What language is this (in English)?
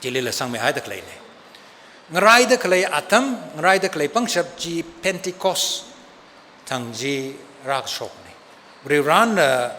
Tangkhul Naga (India)